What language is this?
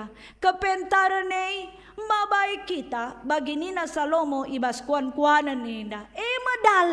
Batak Karo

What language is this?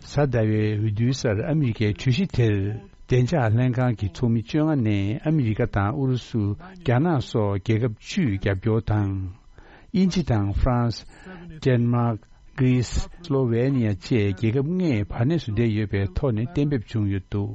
Tibetan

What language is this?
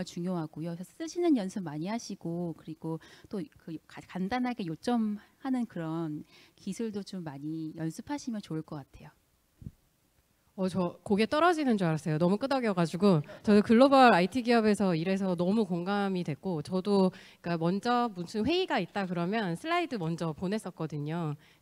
Korean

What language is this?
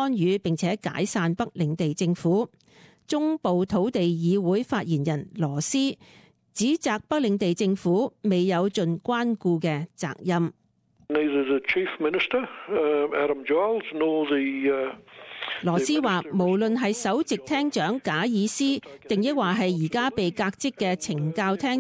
Cantonese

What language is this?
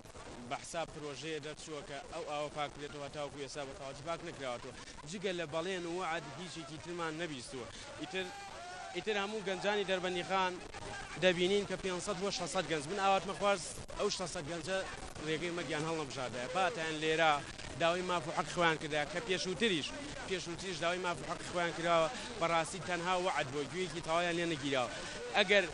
Central Kurdish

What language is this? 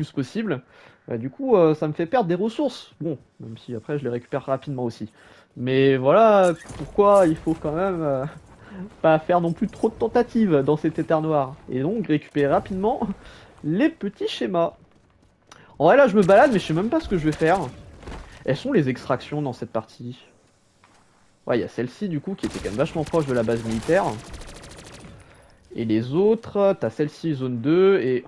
French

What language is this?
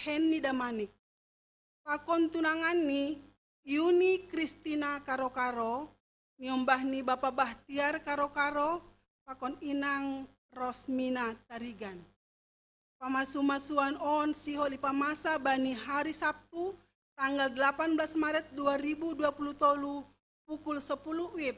Batak Simalungun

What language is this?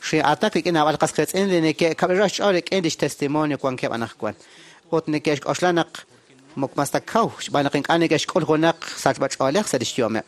Kekchí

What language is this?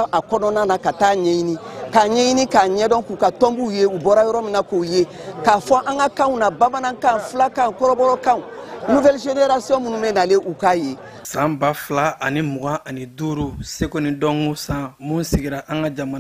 Bambara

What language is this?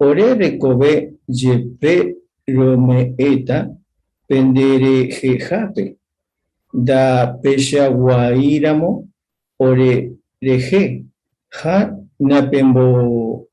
Guarani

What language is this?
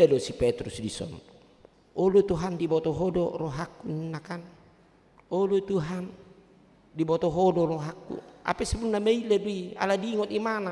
Batak Toba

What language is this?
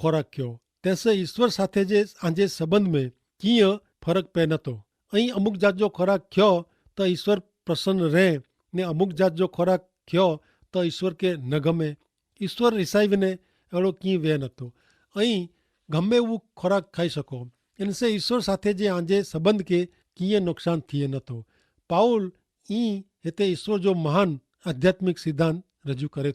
Kachhi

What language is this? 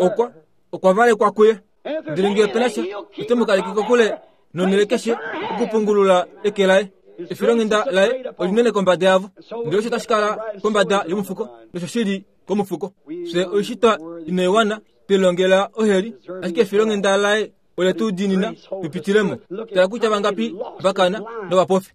Kuanyama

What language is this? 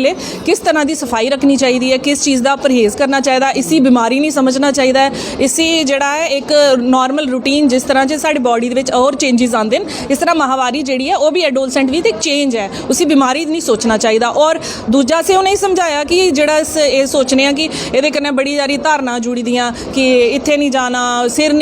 Dogri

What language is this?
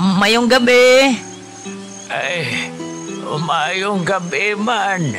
Hiligaynon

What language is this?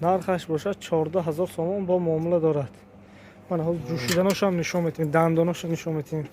Tajik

